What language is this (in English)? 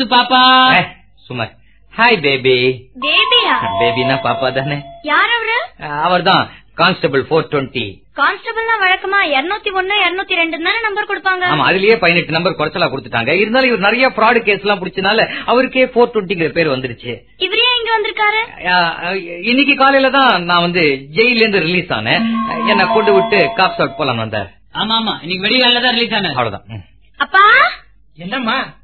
Tamil